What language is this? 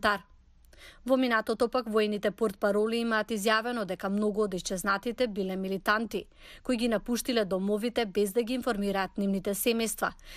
Macedonian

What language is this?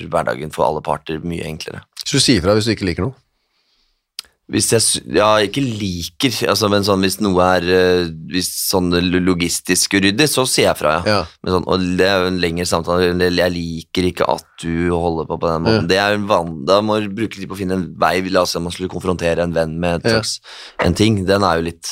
Norwegian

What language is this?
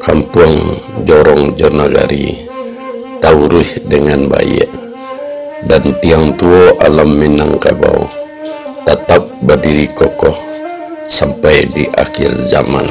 Minangkabau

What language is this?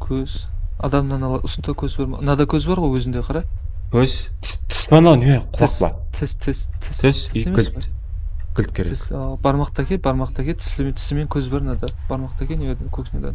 Kara-Kalpak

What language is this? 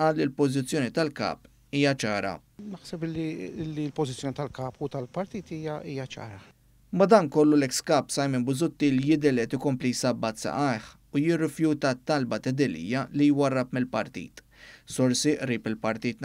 Maltese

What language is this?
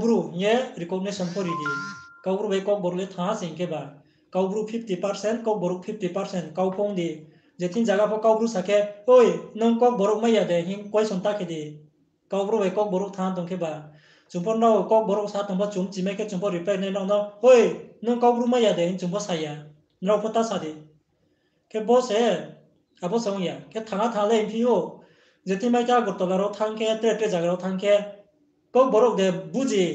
Riang (India)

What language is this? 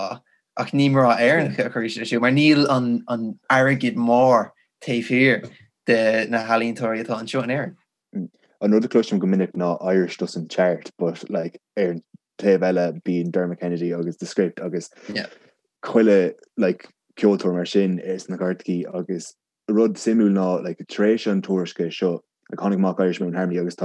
Irish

